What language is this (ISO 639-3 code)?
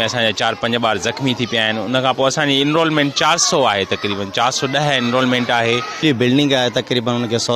snd